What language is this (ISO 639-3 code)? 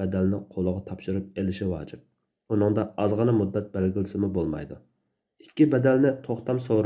uig